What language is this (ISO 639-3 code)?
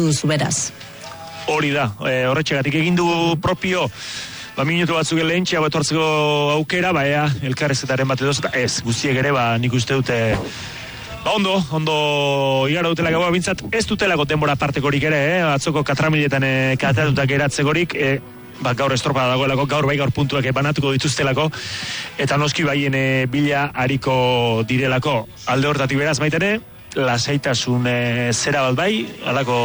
eus